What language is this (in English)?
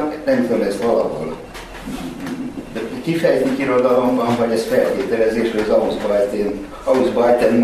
Hungarian